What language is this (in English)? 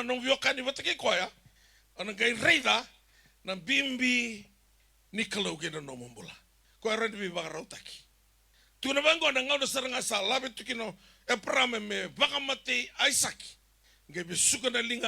Fijian